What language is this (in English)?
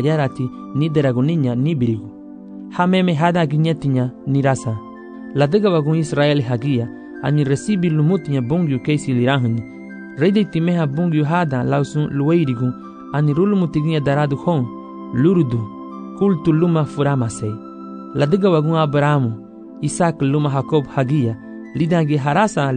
Garifuna